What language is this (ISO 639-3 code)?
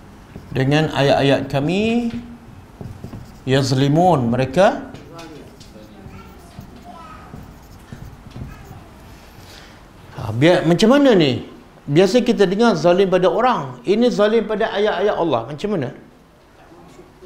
msa